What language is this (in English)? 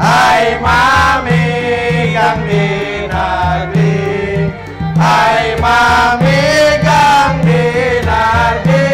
Banjar